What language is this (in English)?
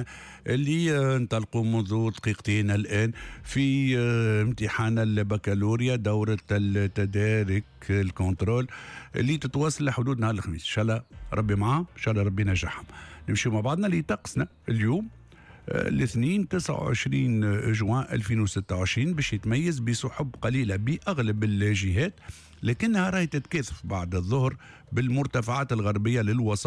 Tunisian Arabic